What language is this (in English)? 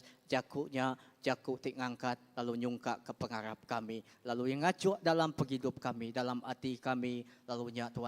Iban